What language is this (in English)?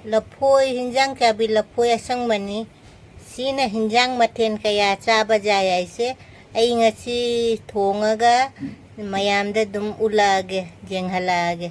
Manipuri